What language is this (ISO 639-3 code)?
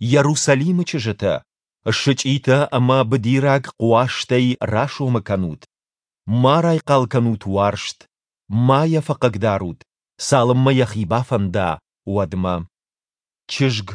oss